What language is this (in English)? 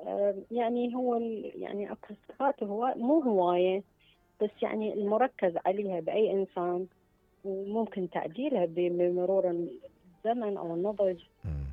Mesopotamian Arabic